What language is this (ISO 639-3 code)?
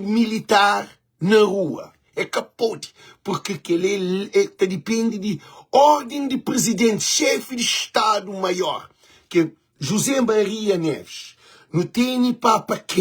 kea